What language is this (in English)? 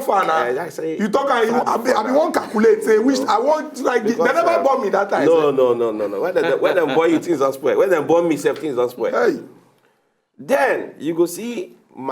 Nigerian Pidgin